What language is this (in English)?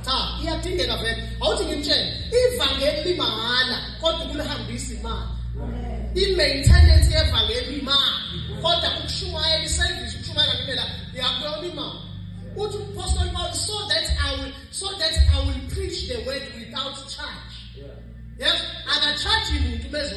Zulu